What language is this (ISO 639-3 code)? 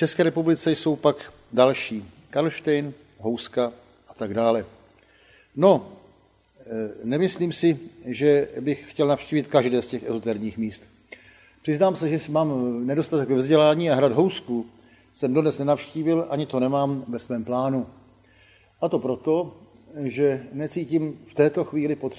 ces